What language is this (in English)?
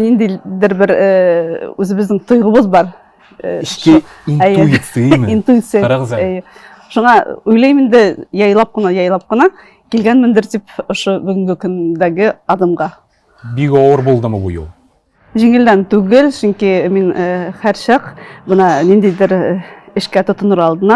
Tatar